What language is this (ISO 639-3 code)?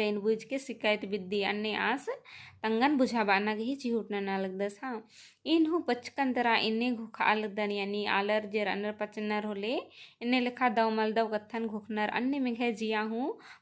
kru